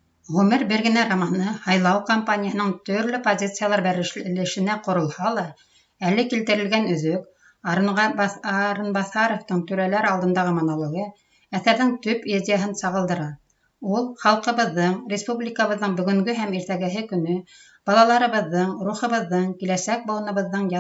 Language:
Bashkir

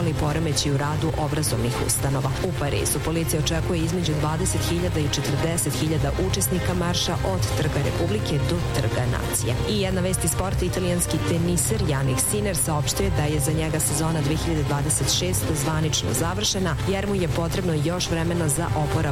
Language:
Serbian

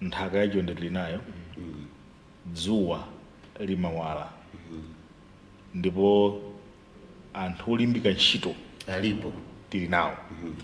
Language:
Nyanja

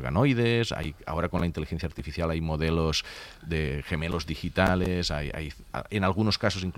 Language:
Spanish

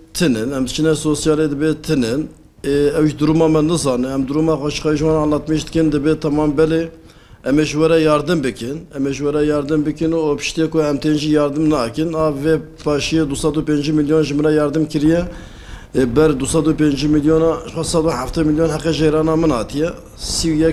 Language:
Kurdish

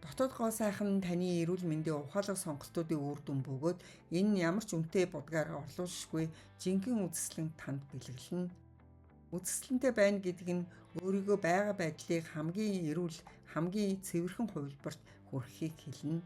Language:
Mongolian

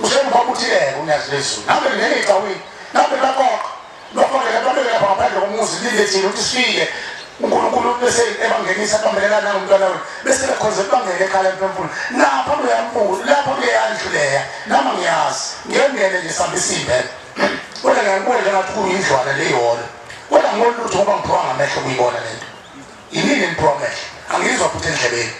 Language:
Zulu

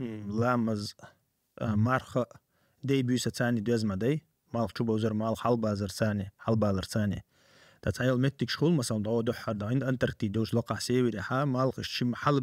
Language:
Chechen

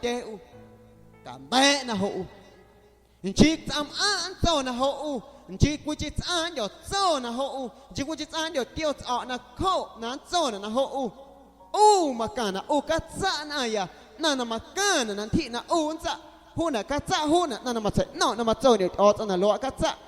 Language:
Guerrero Amuzgo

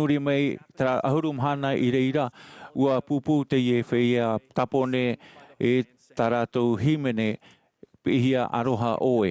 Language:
Tahitian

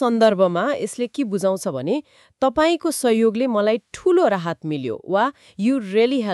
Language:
Nepali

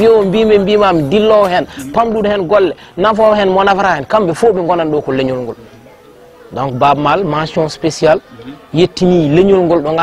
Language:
Fula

